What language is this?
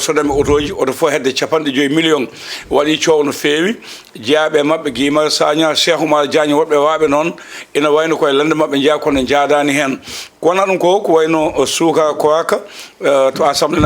Fula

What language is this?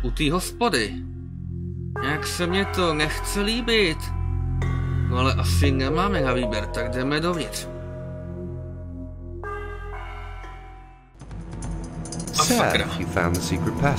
Czech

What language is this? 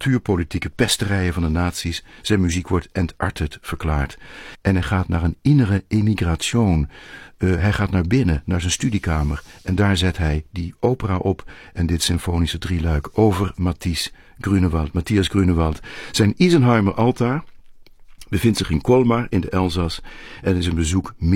Dutch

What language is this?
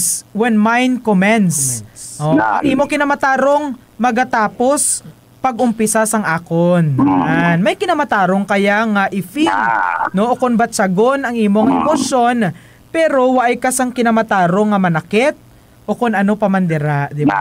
Hiligaynon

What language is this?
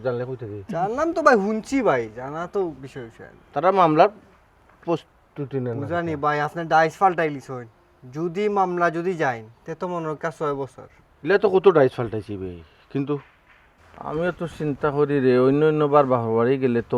Sylheti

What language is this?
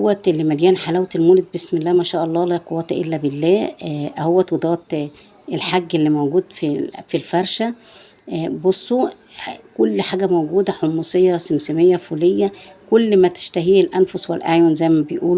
Egyptian Arabic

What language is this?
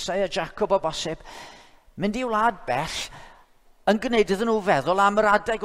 Welsh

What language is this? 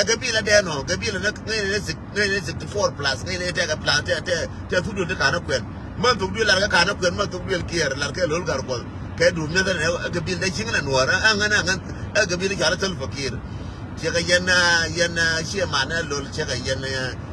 Nuer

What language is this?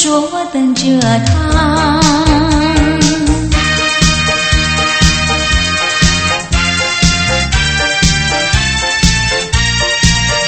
Chinese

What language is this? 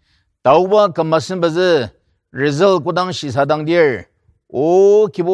Ao Naga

